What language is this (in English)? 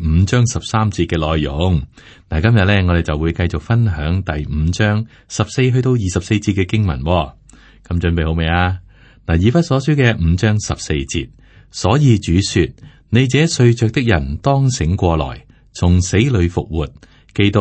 Cantonese